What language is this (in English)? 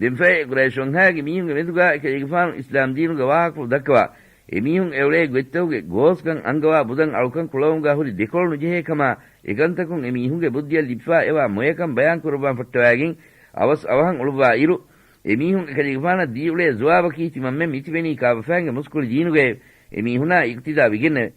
Divehi